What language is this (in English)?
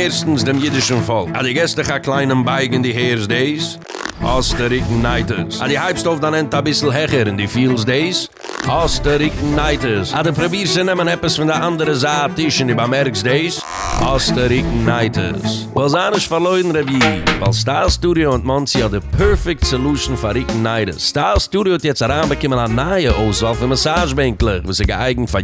Yiddish